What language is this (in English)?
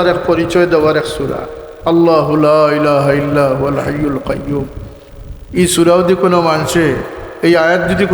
Sylheti